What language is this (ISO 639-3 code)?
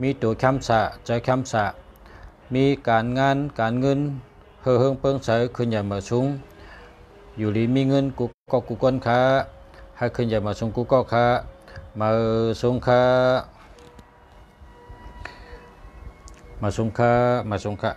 shn